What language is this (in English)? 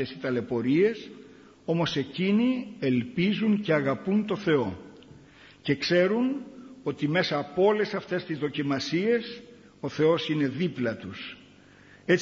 Greek